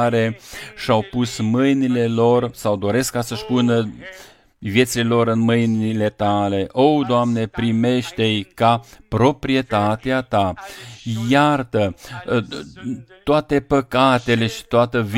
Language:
Romanian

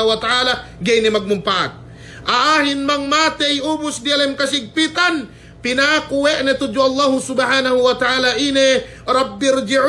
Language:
Yakan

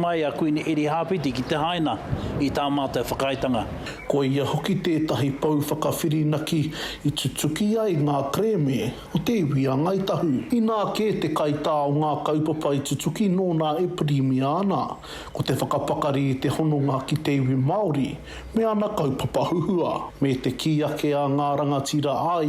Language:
Māori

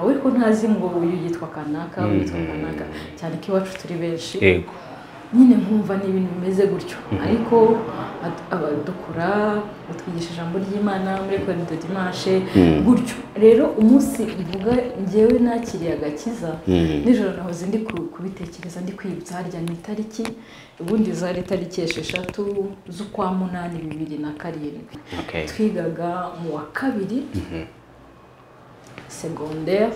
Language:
Kinyarwanda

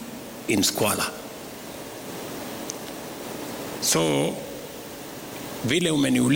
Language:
Swahili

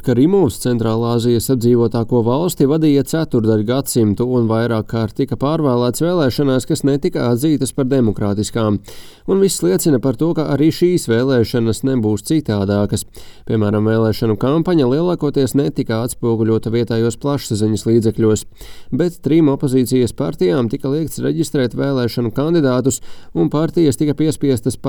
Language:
Latvian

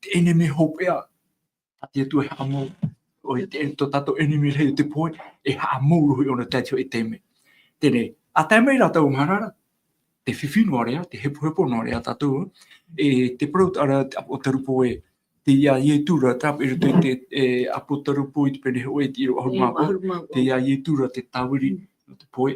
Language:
Tahitian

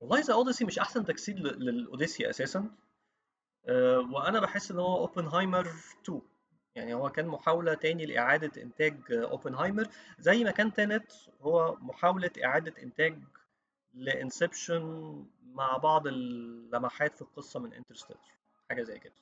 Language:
Egyptian Arabic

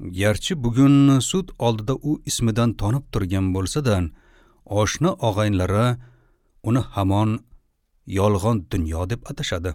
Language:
Uzbek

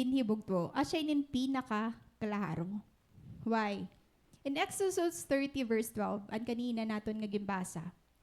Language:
Waray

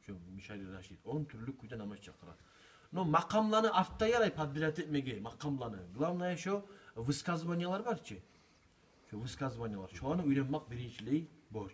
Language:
Kumyk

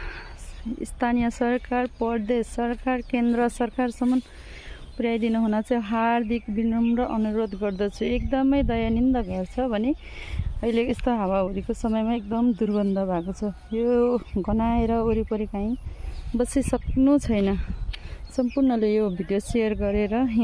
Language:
Nepali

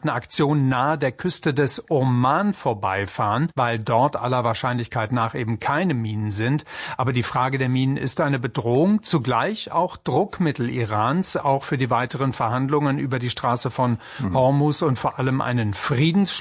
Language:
German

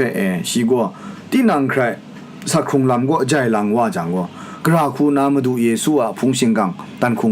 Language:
Kachin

